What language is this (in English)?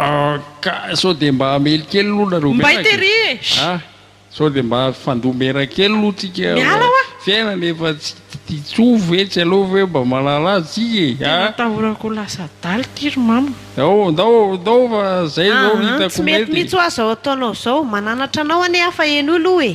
Malagasy